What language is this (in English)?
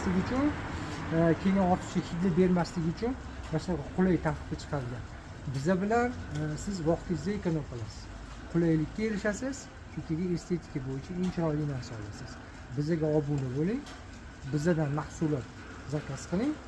Uzbek